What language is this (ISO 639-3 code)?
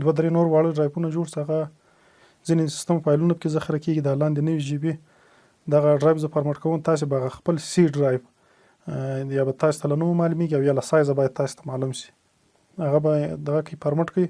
pus